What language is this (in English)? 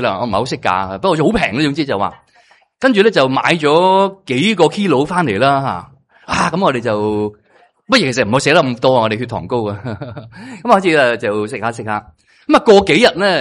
Cantonese